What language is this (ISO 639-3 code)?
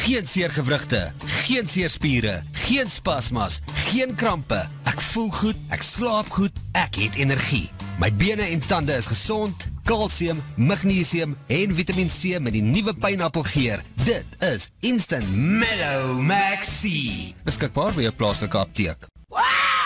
afr